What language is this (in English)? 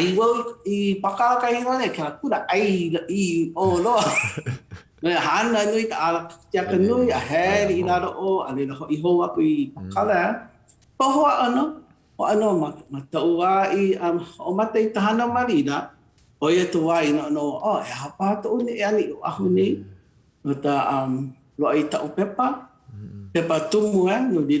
Hawaiian